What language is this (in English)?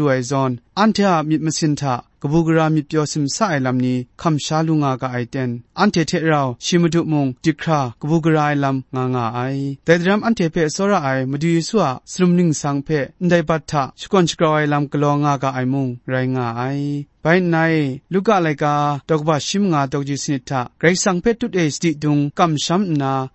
Kachin